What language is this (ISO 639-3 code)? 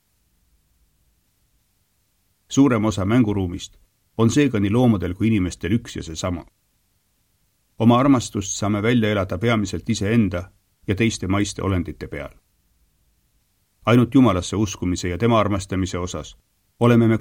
est